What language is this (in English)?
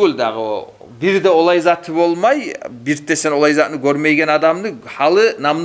Kumyk